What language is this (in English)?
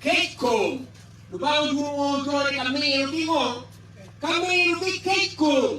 Acoli